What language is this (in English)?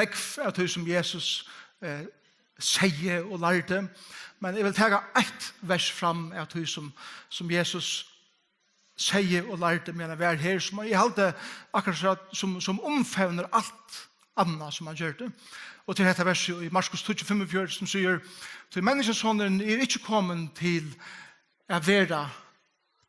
Faroese